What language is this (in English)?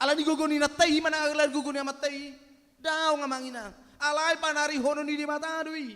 Batak Toba